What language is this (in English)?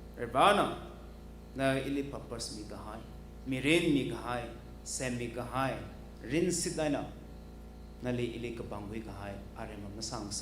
Tangkhul Naga (India)